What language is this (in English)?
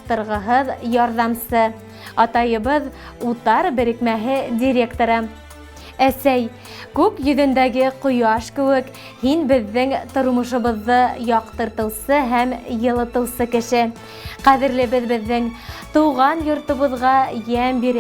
Bashkir